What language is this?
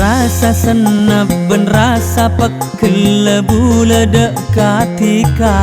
Madurese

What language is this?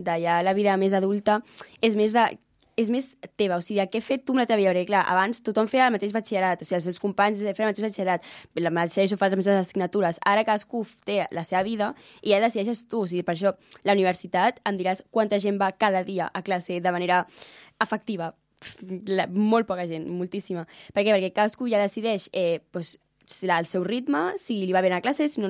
Catalan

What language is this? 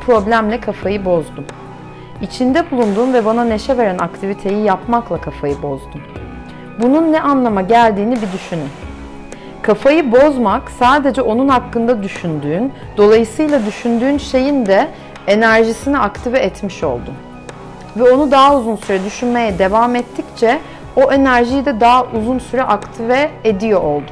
Turkish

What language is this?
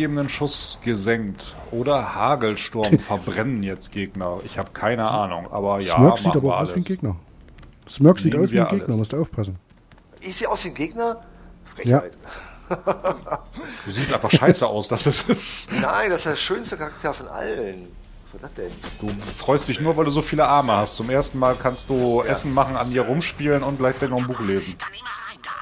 German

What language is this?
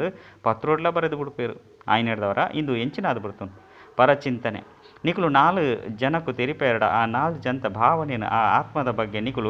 Tulu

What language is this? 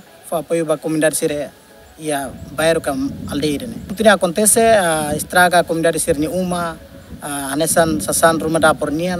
Tetum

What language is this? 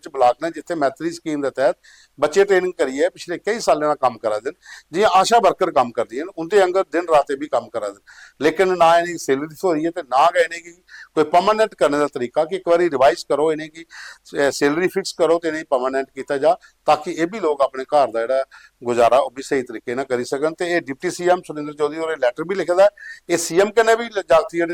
Dogri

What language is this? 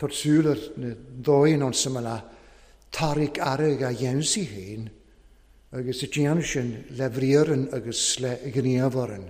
Welsh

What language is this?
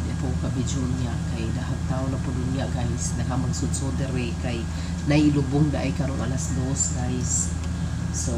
Cebuano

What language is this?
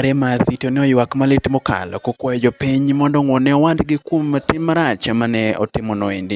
Luo (Kenya and Tanzania)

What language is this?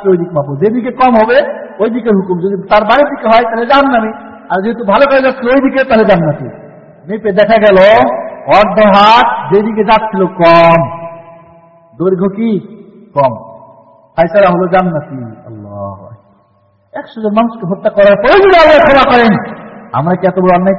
Bangla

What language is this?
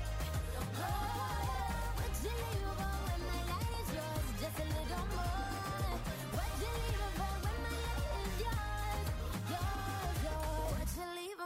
English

